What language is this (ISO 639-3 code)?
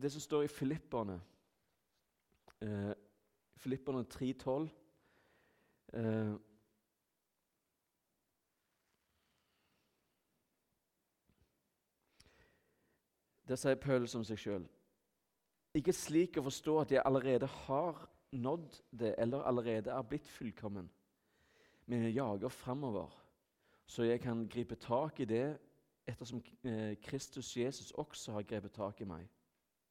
nor